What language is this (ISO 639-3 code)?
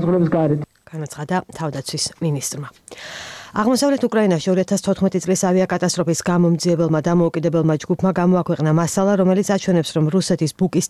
kat